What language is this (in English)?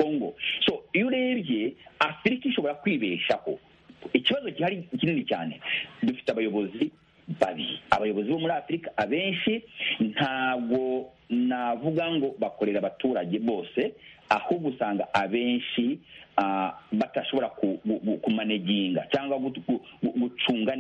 Kinyarwanda